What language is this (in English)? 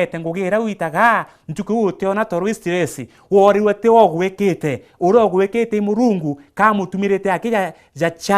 Meru